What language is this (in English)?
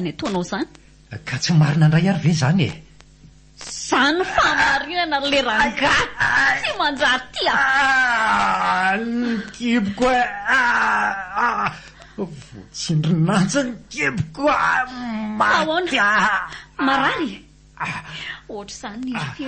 Malagasy